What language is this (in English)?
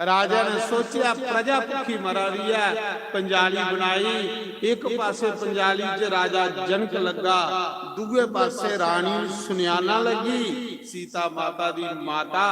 Dogri